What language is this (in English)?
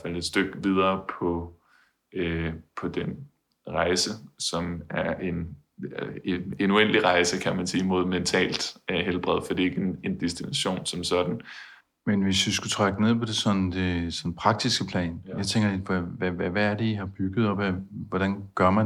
Danish